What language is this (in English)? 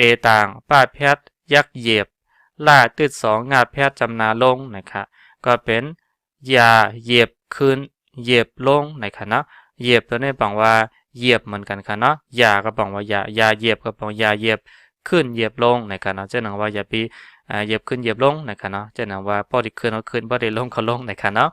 Shan